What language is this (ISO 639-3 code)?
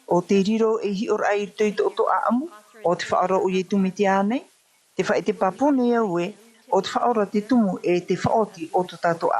tah